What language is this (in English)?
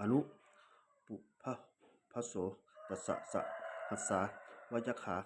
Pali